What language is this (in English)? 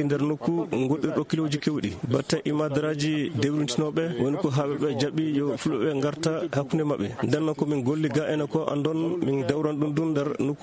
Fula